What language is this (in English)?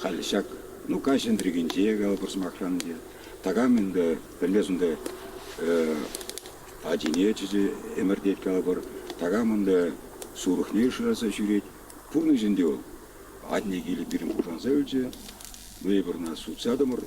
Chuvash